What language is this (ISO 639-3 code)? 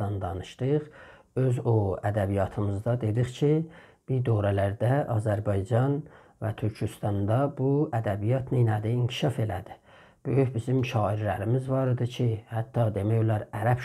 azb